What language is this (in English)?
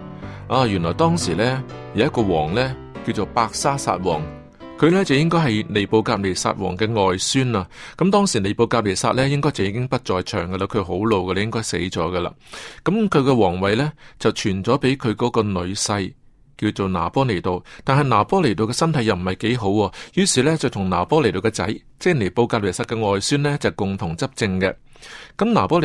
Cantonese